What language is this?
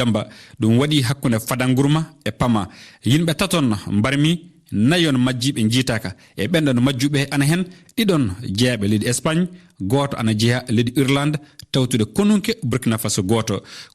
Fula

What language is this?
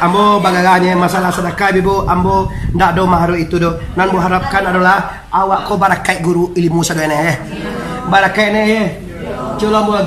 Minangkabau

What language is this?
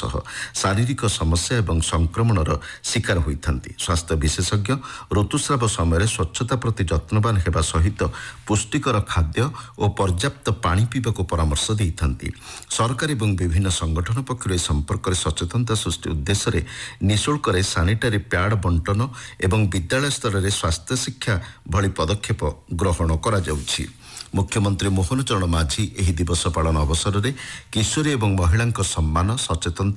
Odia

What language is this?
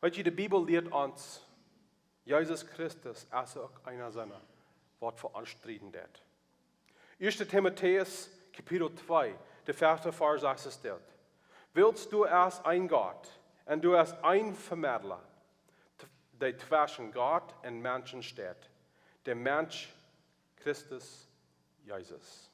Plautdietsch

